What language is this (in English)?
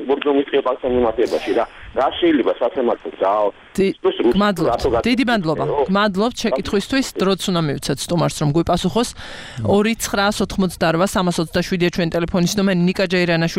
Georgian